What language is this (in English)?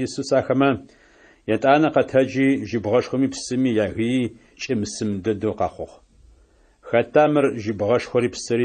Adyghe